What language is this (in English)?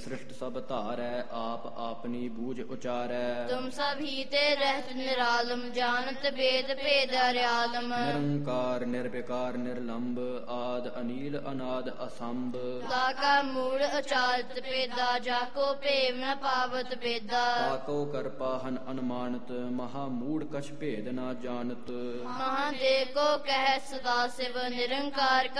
Punjabi